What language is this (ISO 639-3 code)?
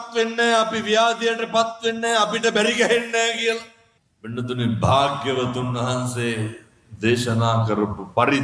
sin